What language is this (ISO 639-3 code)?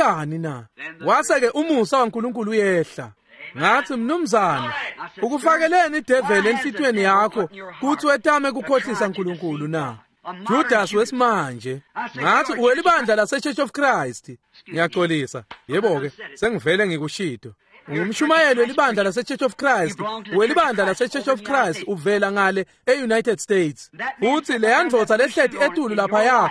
ssw